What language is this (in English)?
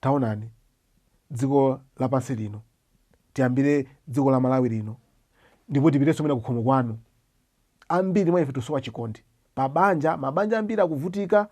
Nyanja